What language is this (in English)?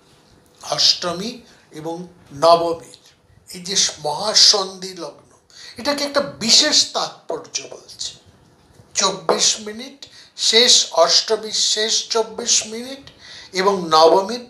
Bangla